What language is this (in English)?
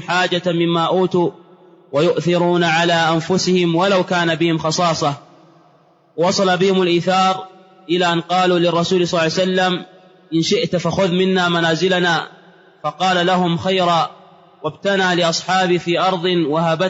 Arabic